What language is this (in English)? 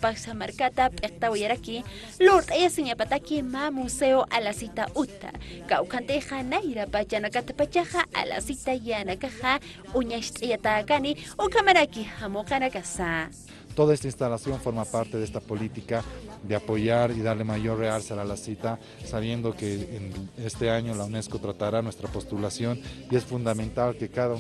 Aymara